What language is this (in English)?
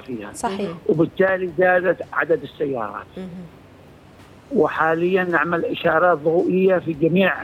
Arabic